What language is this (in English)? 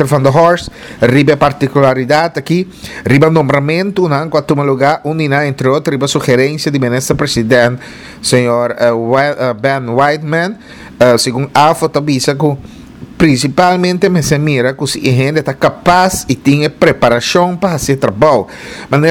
Papiamento